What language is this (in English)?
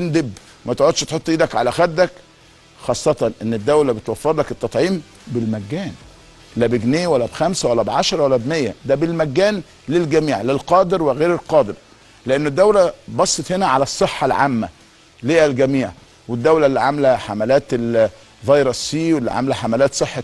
Egyptian Arabic